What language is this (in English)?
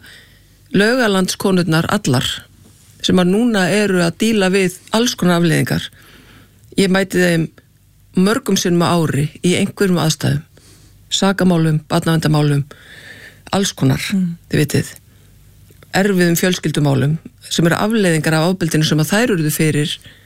Icelandic